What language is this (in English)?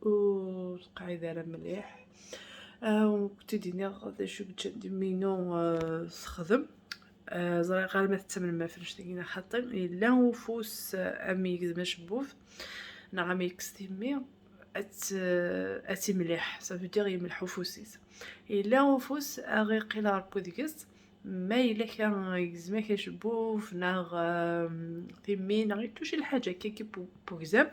Kabyle